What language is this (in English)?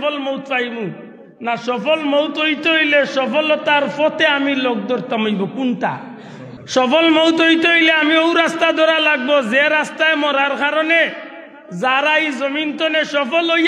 Sylheti